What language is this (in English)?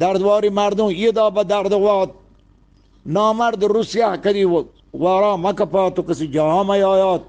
Eastern Balochi